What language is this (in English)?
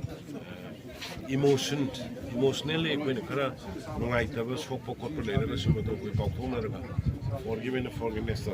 Manipuri